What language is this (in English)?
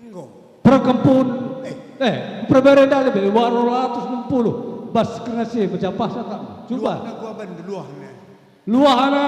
Batak Karo